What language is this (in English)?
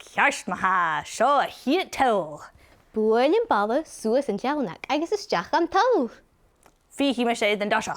Scottish Gaelic